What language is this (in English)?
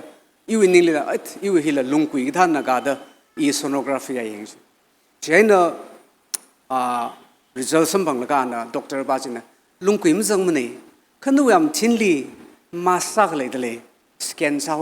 Tangkhul Naga (India)